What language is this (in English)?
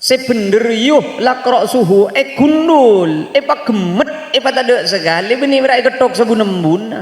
Madurese